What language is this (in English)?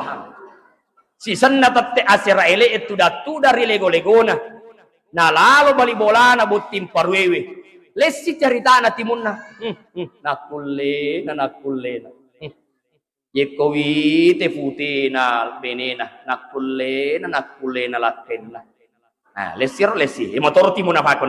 Buginese